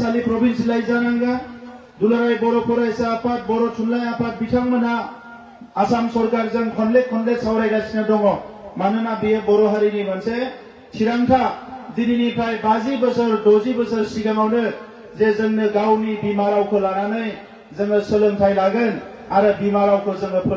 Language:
Bodo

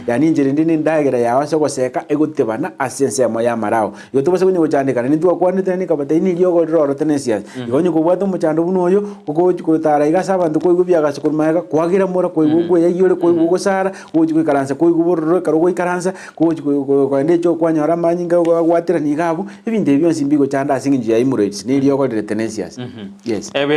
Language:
Gusii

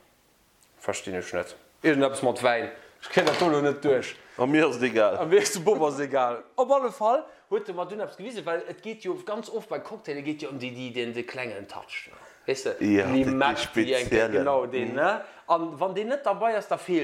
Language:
Luxembourgish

